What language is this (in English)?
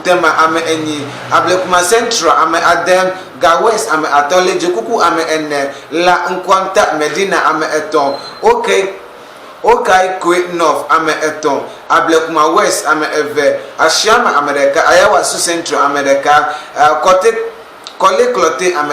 Ewe